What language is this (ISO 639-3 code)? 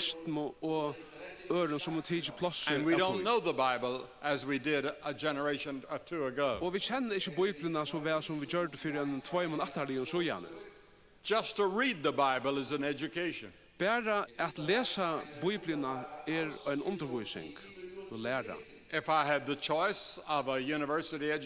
fao